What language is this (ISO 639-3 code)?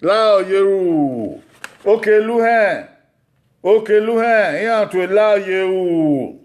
bin